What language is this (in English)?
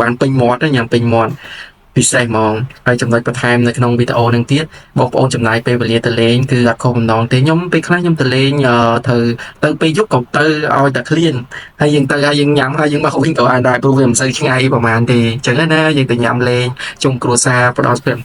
Khmer